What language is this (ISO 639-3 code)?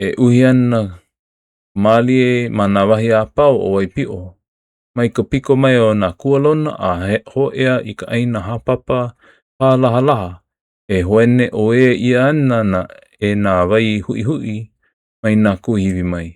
haw